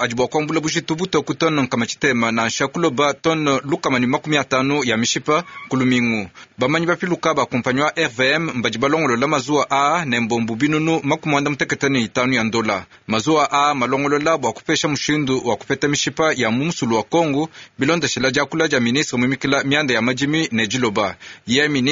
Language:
Luba-Lulua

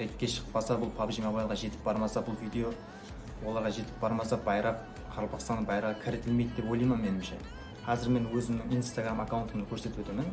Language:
Kara-Kalpak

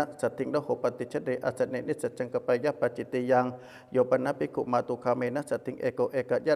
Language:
Pali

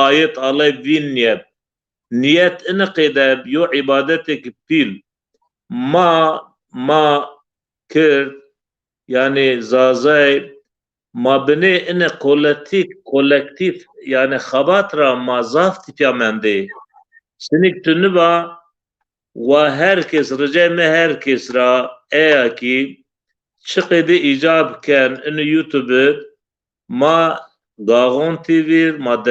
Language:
Zaza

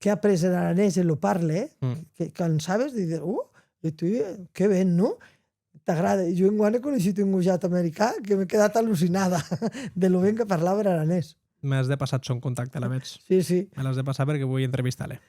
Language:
Occitan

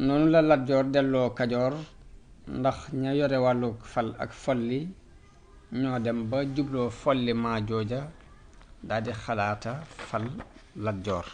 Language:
Wolof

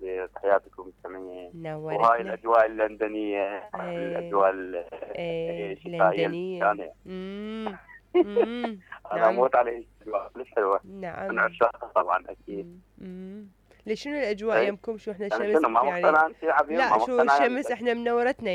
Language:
Mesopotamian Arabic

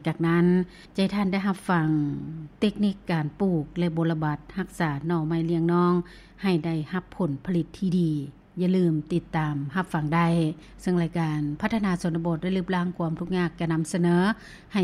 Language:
Lao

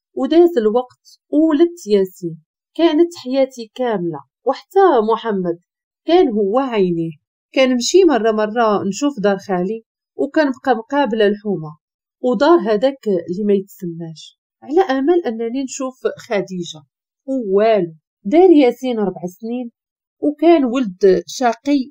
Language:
Moroccan Arabic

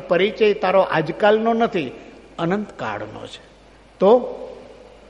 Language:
Gujarati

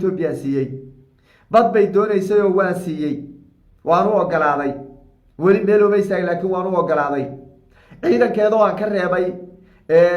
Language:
Somali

